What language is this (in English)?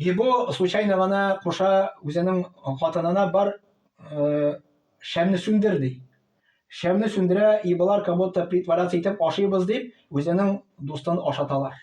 Tatar